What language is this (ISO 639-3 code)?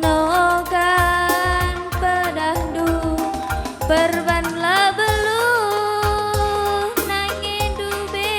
btx